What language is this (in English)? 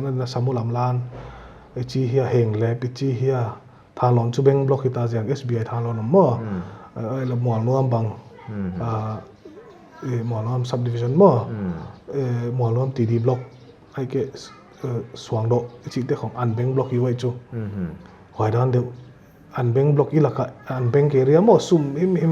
Paite Chin